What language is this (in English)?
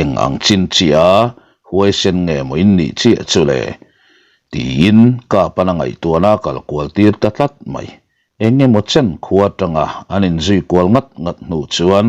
Mizo